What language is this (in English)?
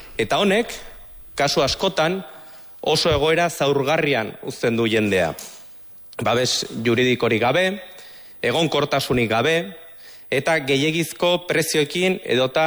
Basque